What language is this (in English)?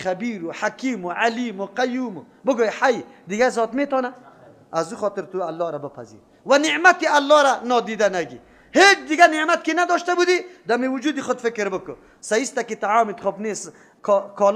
Persian